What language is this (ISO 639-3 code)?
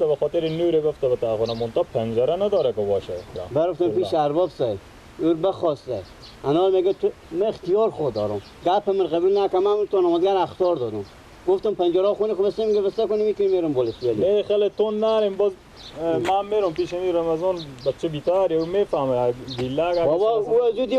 fas